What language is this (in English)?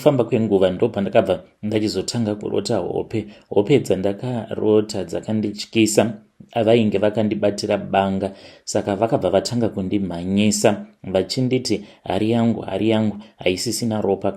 Shona